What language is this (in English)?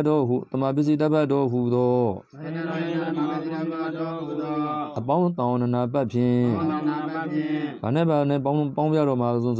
Burmese